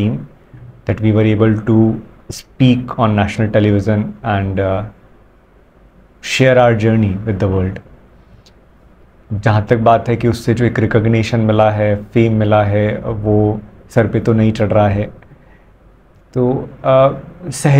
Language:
Hindi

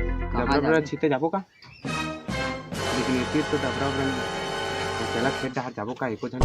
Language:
Chhattisgarhi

